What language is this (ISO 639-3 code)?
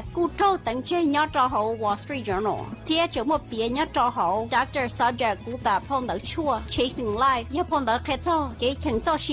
hmn